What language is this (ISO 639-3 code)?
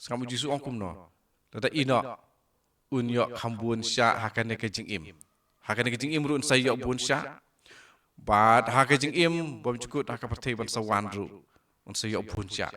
kha